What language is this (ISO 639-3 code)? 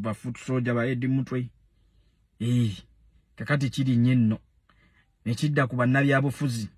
lug